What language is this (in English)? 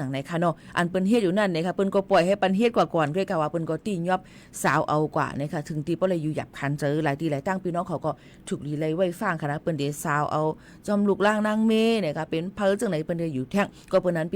Shan